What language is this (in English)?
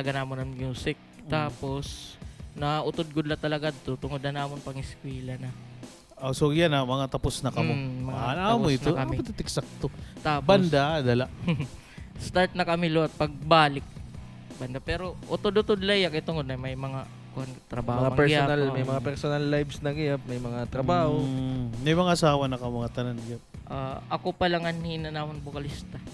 Waray